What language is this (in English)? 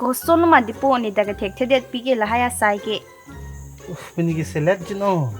Karbi